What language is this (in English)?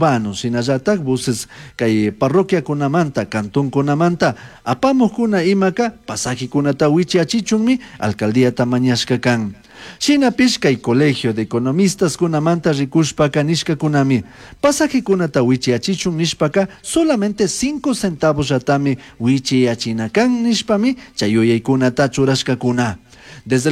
Chimborazo Highland Quichua